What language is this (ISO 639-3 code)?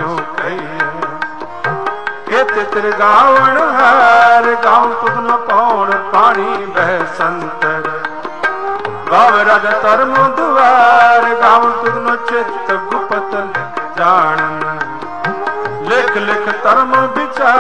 pan